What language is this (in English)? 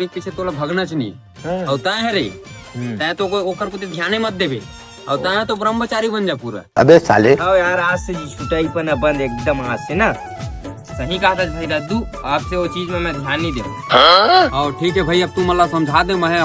Chhattisgarhi